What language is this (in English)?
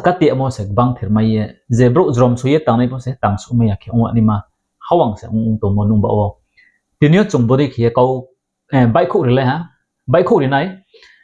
Riang (India)